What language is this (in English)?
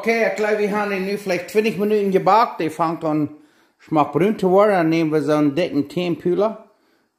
Plautdietsch